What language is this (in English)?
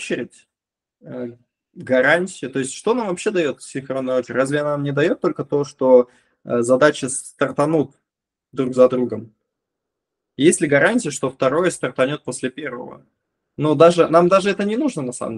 Russian